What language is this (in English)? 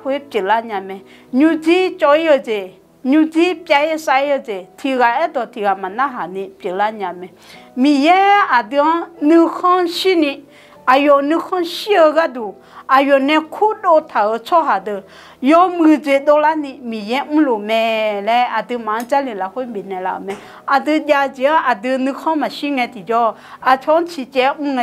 Akha